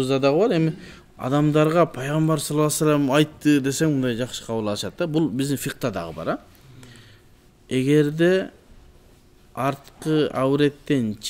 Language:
Kyrgyz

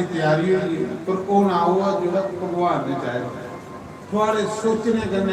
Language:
Dogri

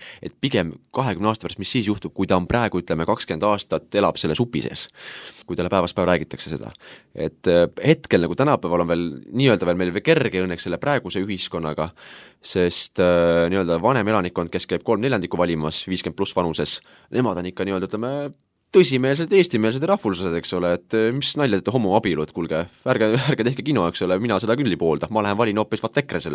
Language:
Estonian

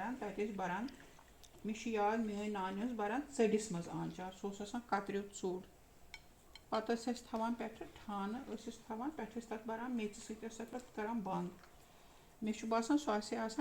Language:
Kashmiri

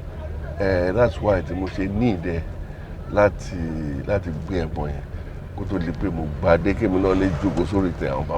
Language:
Yoruba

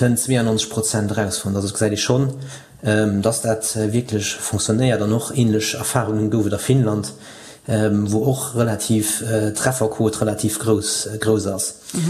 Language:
Luxembourgish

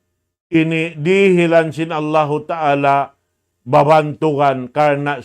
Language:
Tausug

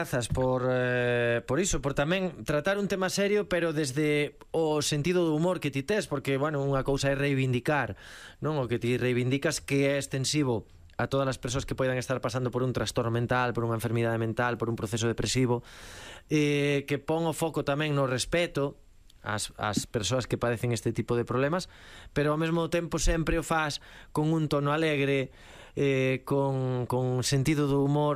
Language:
Galician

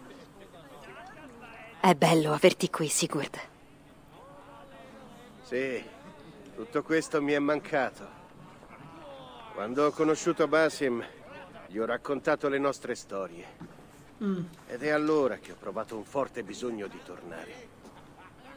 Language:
Italian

